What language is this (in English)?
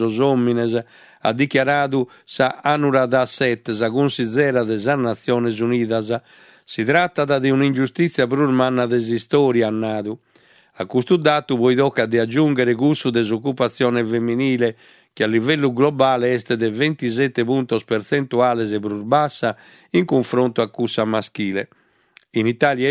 Sardinian